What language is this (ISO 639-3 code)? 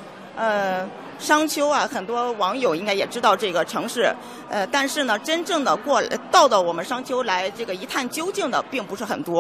zho